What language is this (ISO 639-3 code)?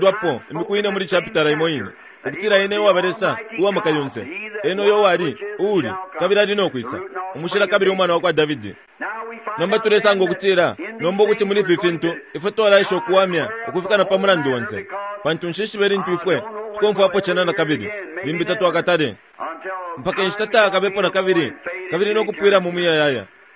bem